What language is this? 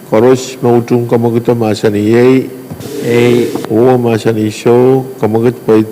Pohnpeian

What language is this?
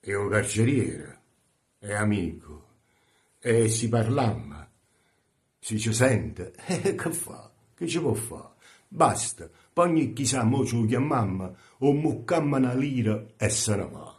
Neapolitan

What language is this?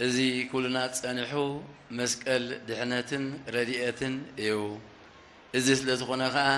Tigrinya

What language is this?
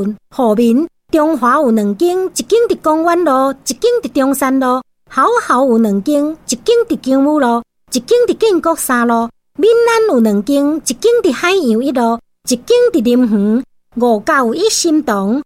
Min Nan Chinese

